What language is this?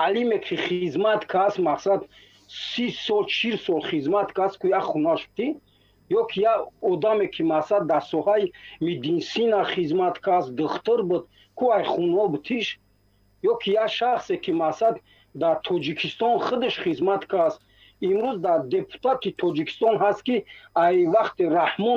Tajik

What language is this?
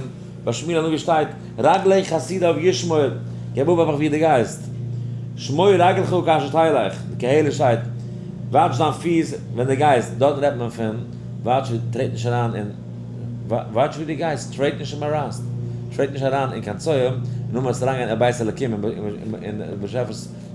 Yiddish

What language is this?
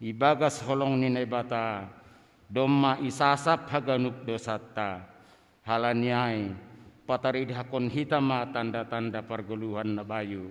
Batak Simalungun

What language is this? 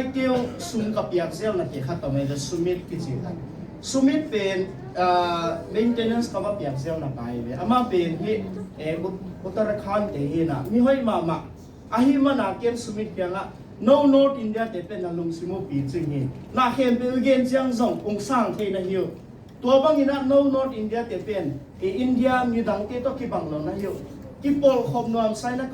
Tedim Chin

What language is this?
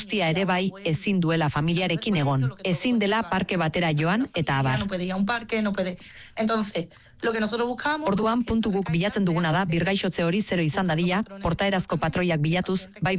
Basque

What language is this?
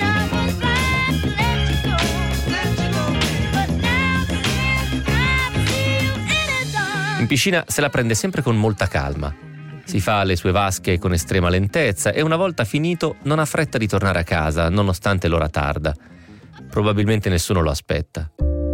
Italian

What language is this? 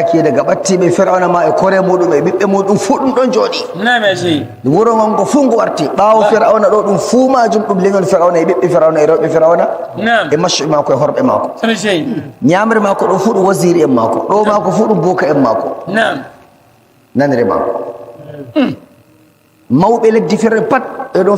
Nigerian Fulfulde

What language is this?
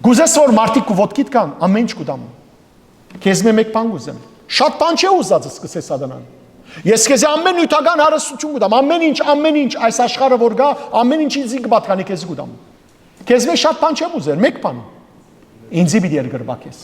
Western Armenian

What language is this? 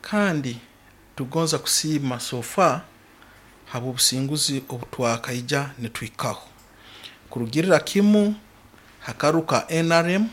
Nyoro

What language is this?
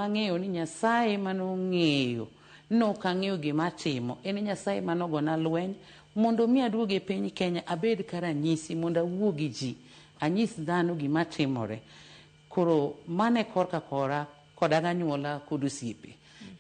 Luo (Kenya and Tanzania)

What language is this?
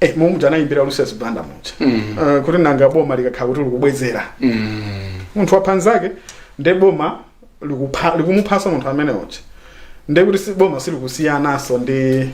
Nyanja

